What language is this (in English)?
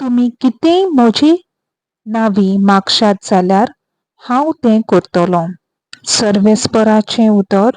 Konkani